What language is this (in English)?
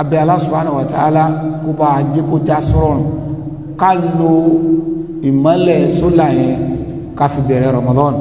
Yoruba